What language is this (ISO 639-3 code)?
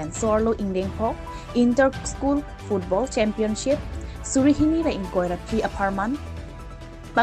mjw